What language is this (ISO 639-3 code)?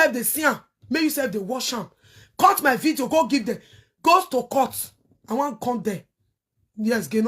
pcm